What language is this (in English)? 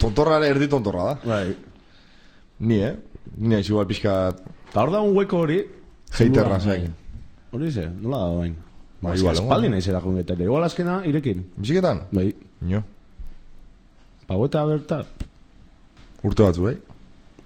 Basque